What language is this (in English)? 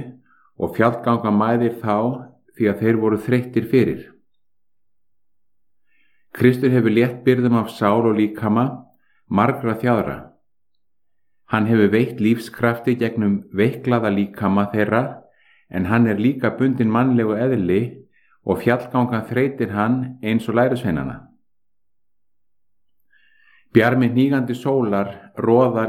Icelandic